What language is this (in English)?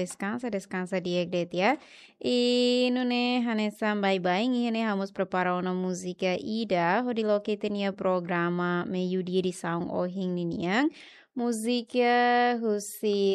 Tetum